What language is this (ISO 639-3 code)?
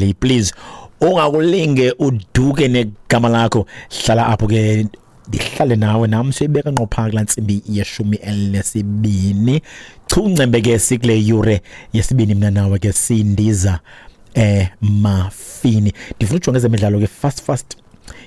xho